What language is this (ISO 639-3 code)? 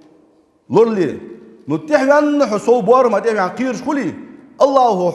inh